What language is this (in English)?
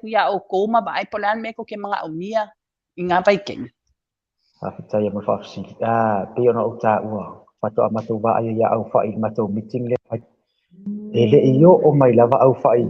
Samoan